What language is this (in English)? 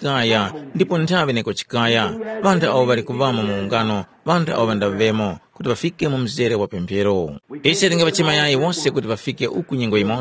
Tumbuka